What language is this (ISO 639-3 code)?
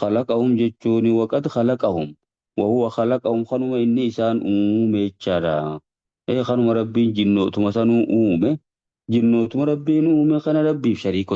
orm